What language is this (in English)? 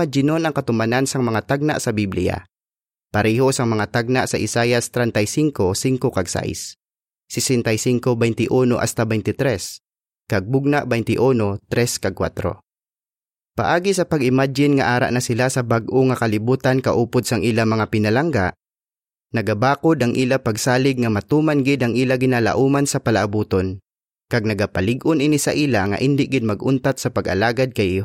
Hiligaynon